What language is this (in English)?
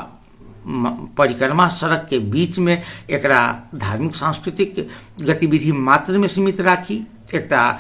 Maithili